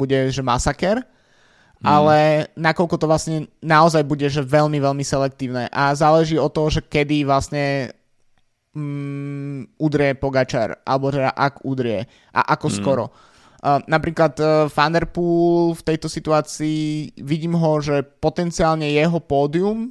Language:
Slovak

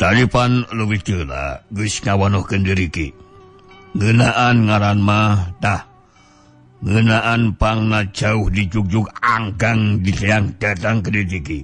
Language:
Sundanese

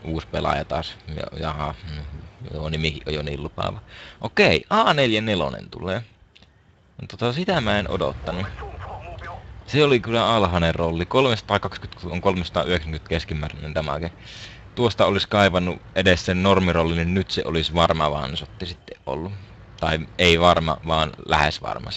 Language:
Finnish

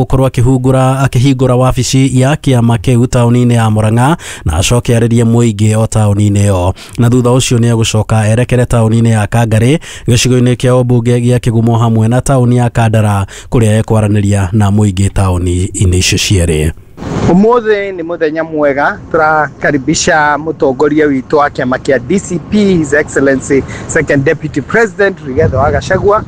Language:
Kikuyu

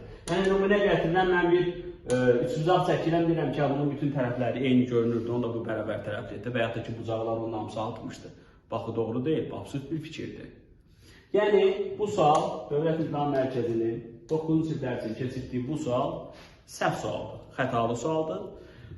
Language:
Azerbaijani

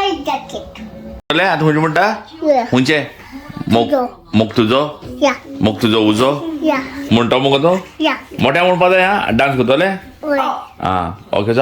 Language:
Konkani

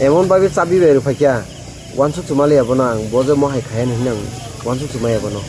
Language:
Kok Borok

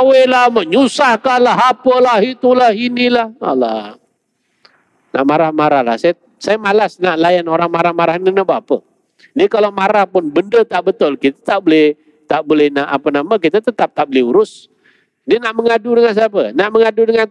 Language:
Malay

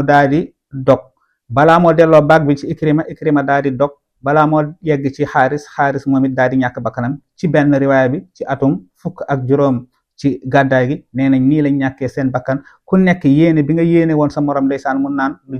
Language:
Wolof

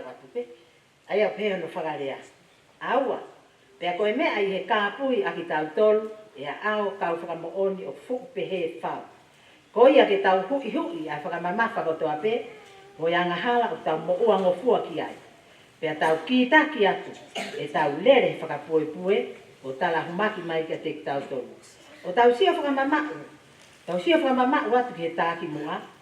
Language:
Tongan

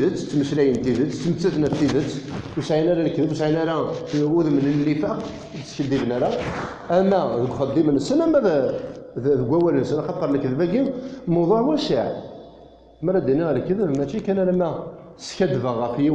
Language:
Kabyle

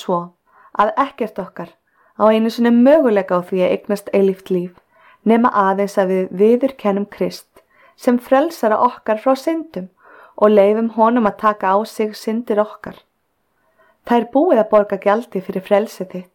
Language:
Icelandic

